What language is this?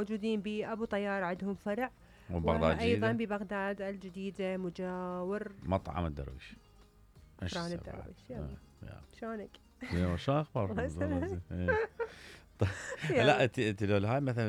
Mesopotamian Arabic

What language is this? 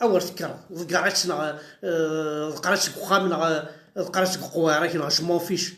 Kabyle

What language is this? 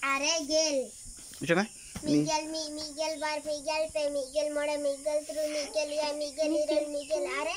Santali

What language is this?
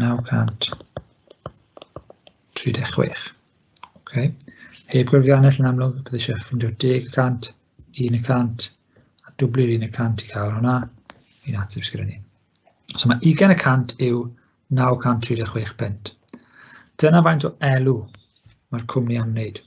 Welsh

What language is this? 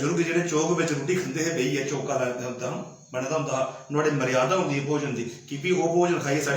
Dogri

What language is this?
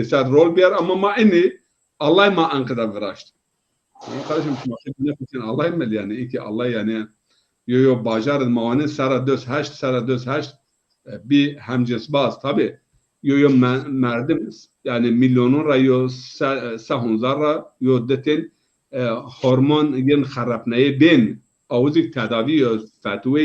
Zaza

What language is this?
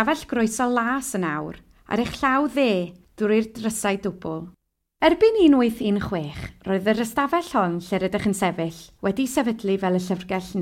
Welsh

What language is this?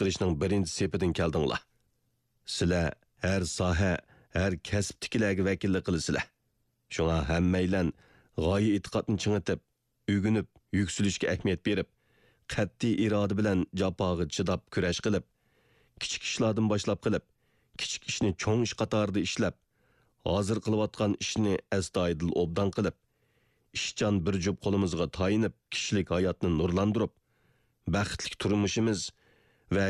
Uyghur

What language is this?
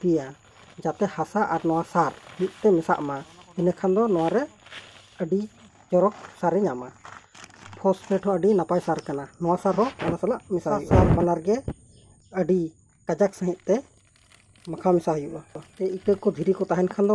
Santali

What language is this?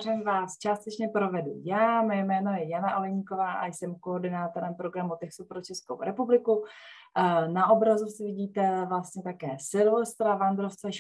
Czech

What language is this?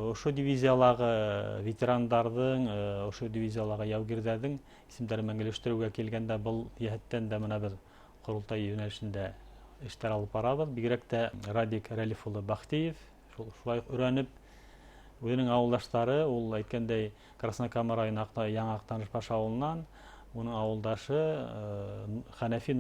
Bashkir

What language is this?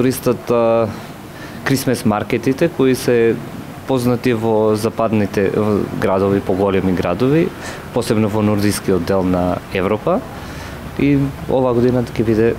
Macedonian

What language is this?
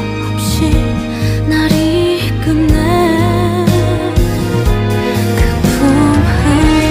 Korean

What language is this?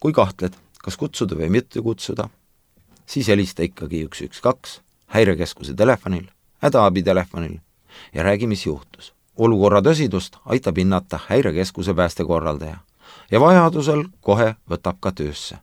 Estonian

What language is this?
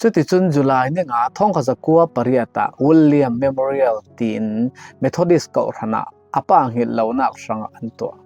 Falam Chin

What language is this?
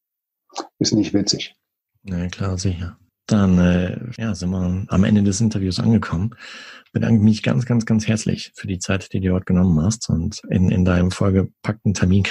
German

